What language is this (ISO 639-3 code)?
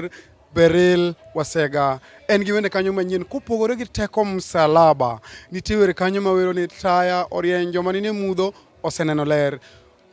luo